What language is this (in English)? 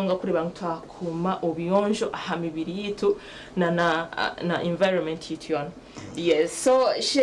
Nyankole